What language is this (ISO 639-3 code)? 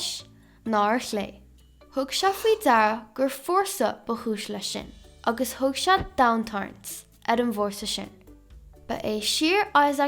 gle